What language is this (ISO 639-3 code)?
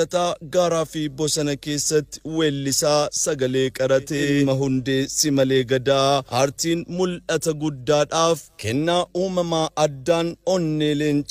orm